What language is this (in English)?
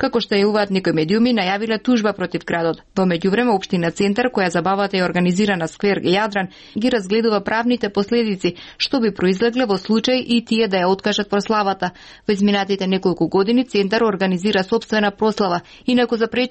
Macedonian